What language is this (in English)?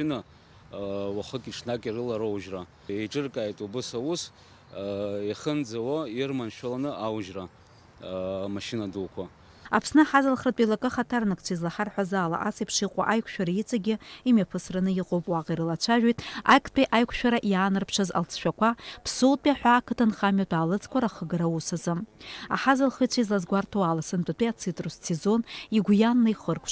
Abkhazian